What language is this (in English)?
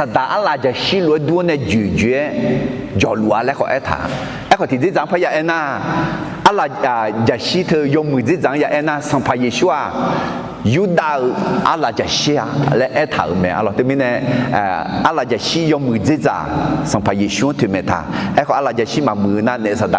Akha